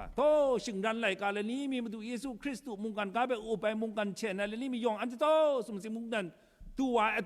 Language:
Kachin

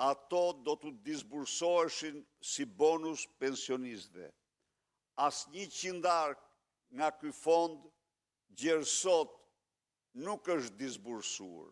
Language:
Albanian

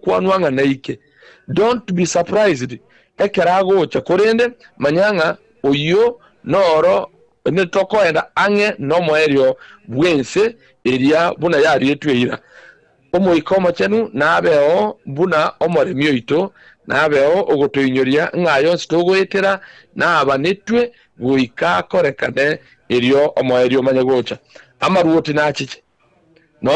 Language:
Gusii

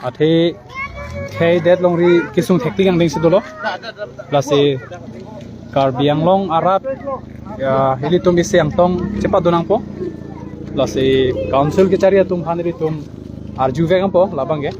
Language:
Karbi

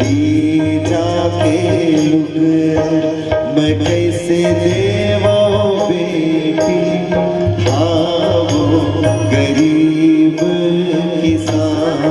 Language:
Chhattisgarhi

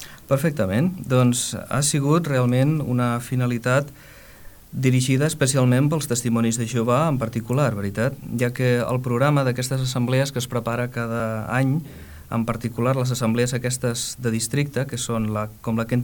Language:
Catalan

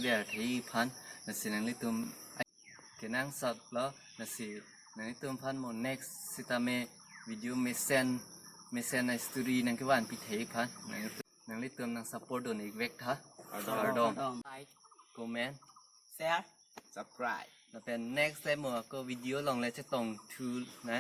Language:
Karbi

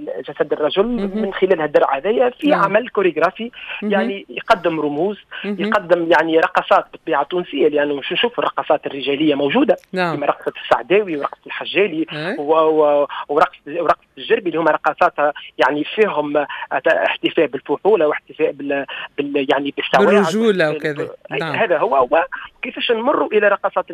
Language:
Tunisian Arabic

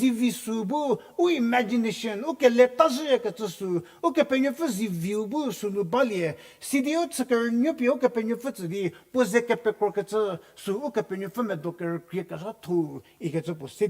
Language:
Angami Naga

